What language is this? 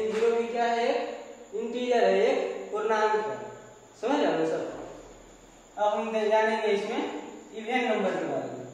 Hindi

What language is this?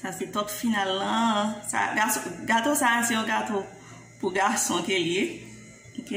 Haitian Creole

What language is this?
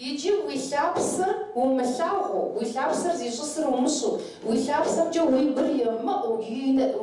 Kabardian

